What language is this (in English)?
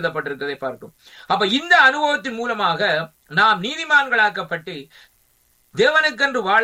Tamil